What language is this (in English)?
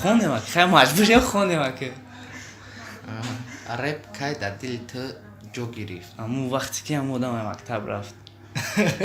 Tajik